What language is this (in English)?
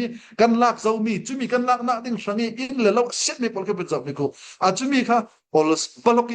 Falam Chin